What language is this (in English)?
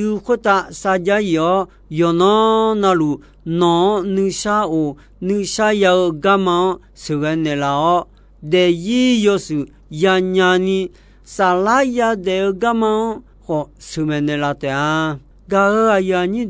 Akha